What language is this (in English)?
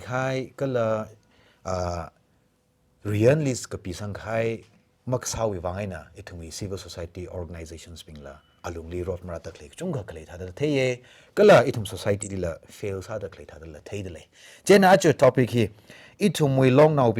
Tangkhul Naga (India)